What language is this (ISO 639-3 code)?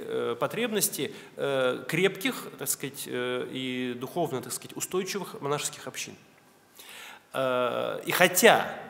rus